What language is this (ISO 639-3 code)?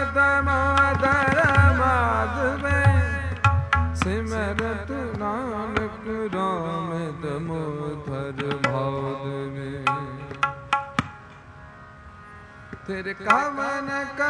pan